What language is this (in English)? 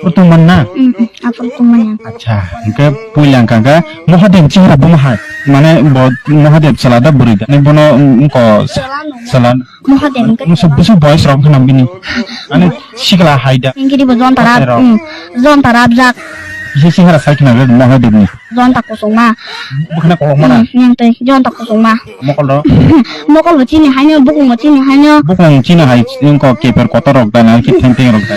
Kok Borok